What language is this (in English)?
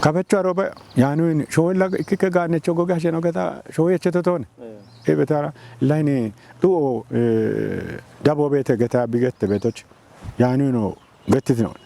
Kafa